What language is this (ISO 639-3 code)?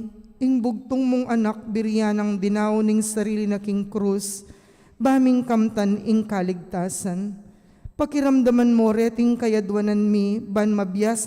pam